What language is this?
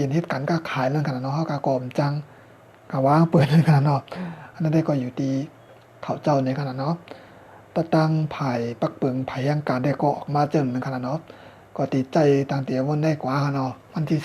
Shan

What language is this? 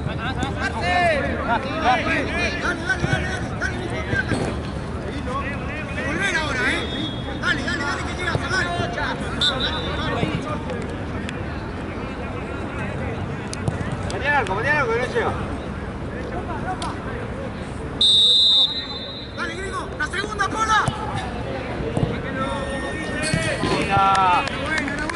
Spanish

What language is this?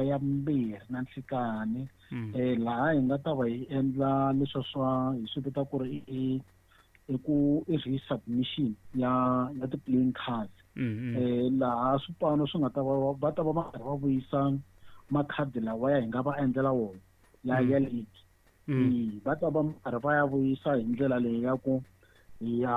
Tsonga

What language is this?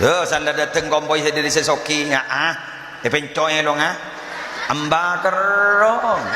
Madurese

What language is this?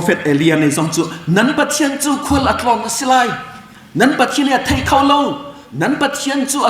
Hakha Chin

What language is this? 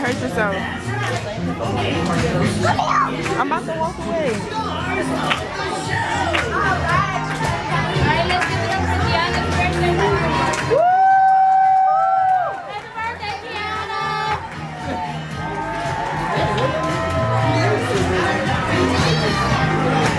English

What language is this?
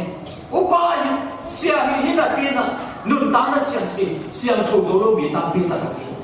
Tedim Chin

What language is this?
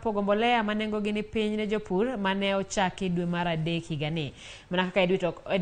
Luo (Kenya and Tanzania)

